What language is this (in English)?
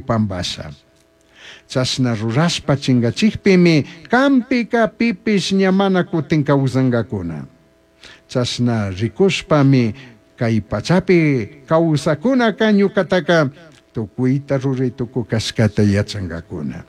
Chimborazo Highland Quichua